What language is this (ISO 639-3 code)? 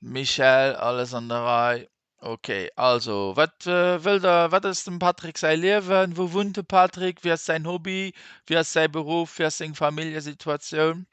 ltz